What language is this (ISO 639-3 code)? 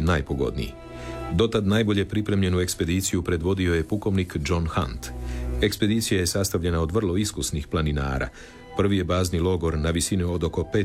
hrv